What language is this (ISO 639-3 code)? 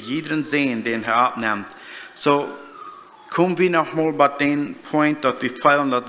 pdt